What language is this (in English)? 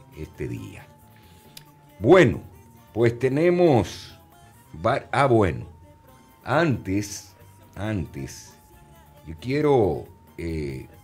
Spanish